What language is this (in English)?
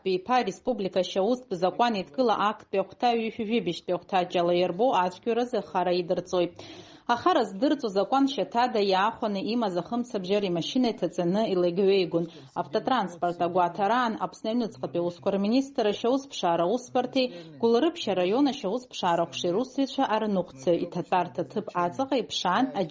Abkhazian